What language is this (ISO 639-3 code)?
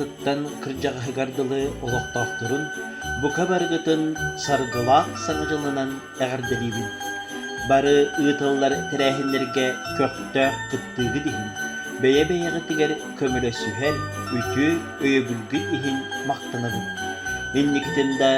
sah